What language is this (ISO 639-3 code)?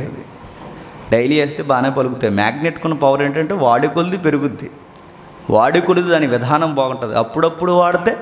tel